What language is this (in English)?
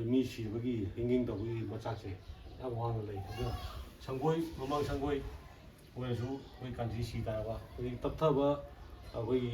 Manipuri